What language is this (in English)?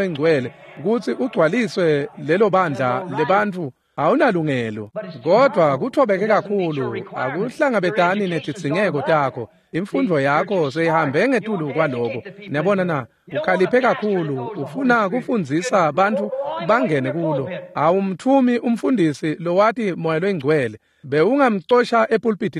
Swati